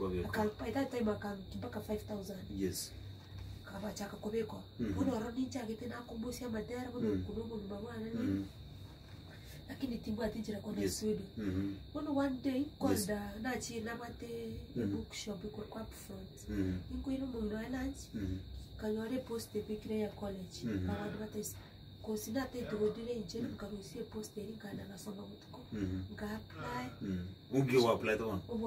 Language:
Gusii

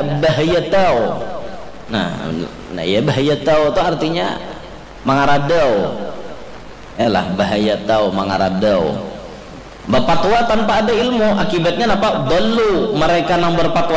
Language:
Banjar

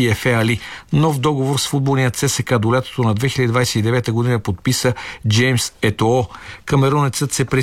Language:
Bulgarian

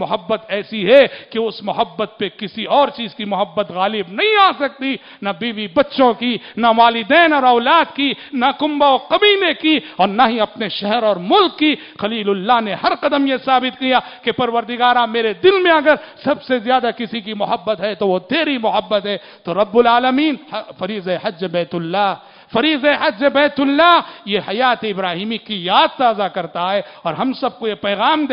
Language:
Urdu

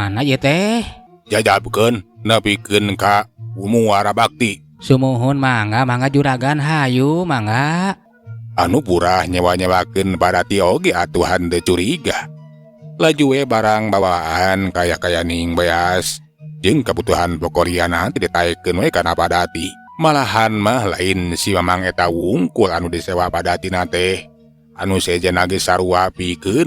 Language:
Sundanese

